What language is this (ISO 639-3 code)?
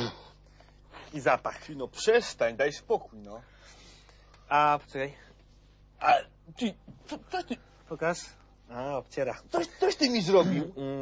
pol